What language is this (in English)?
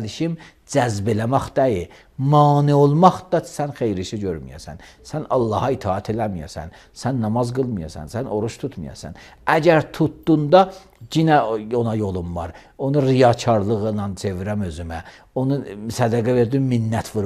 Azerbaijani